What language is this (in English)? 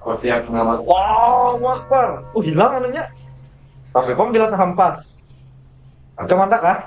Banjar